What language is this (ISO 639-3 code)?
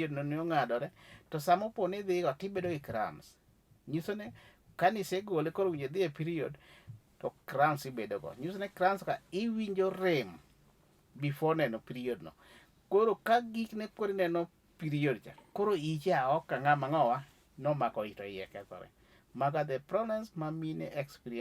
luo